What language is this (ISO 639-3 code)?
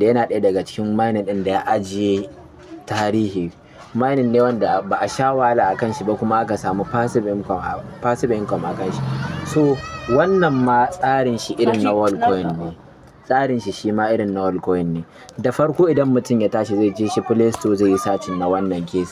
hau